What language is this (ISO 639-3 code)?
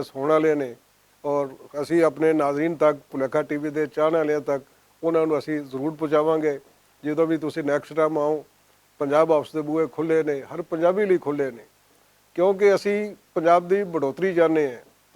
lah